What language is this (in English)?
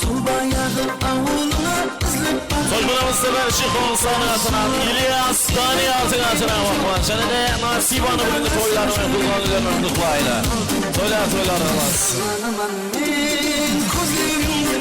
Kara-Kalpak